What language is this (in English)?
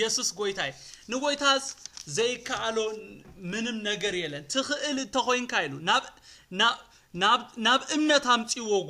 Tigrinya